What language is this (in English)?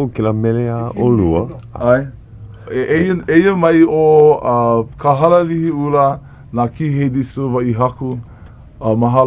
Hawaiian